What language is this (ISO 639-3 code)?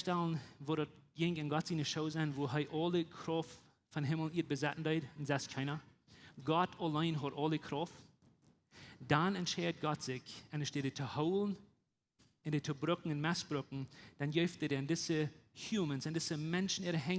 pdt